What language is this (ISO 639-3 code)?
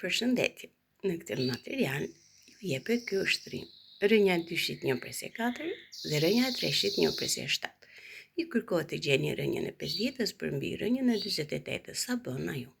sqi